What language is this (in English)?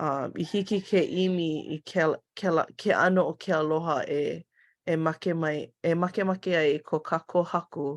Hawaiian